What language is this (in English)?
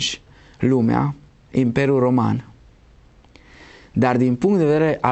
Romanian